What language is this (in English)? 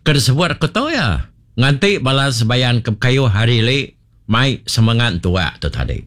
Iban